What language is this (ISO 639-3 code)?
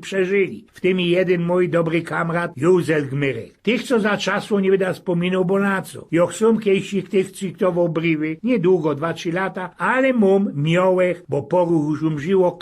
szl